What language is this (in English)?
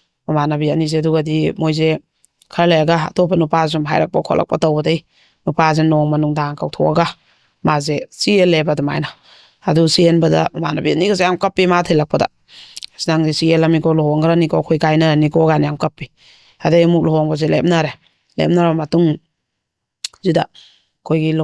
Manipuri